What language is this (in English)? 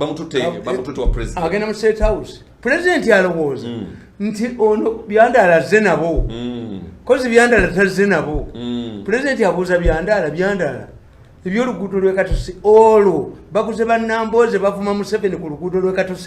Ganda